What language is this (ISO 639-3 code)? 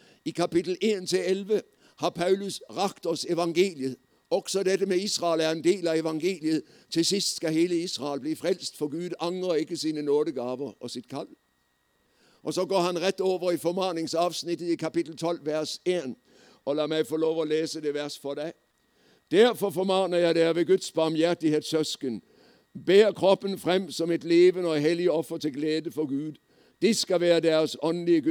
nor